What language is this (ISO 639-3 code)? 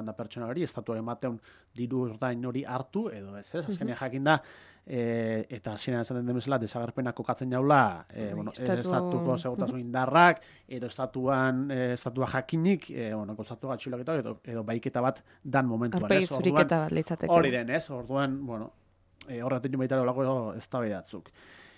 eus